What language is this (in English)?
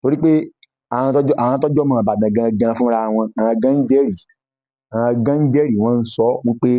Yoruba